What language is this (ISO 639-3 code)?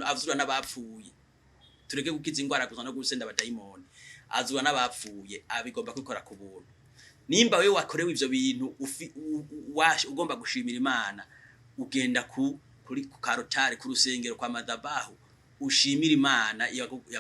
run